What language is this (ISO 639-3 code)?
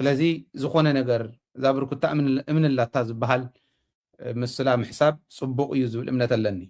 tir